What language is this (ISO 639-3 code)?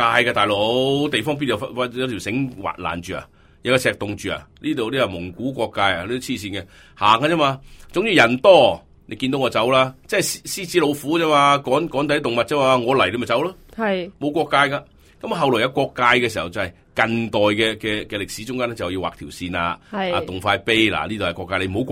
yue